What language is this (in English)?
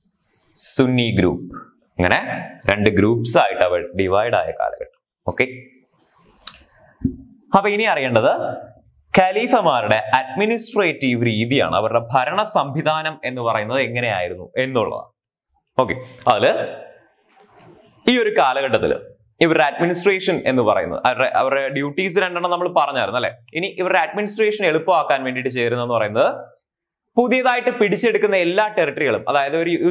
Malayalam